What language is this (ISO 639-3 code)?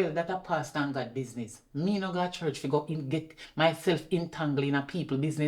jam